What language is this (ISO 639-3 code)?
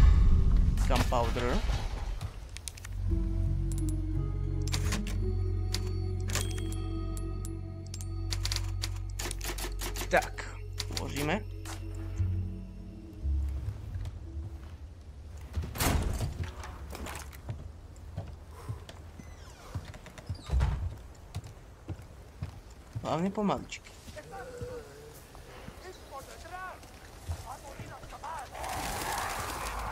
slk